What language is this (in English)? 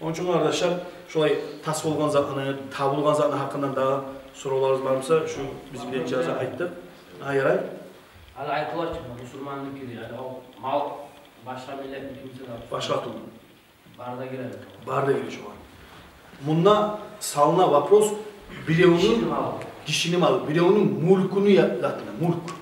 Kumyk